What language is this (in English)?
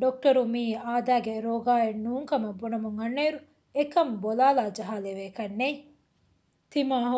Divehi